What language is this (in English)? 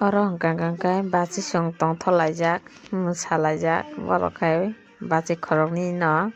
Kok Borok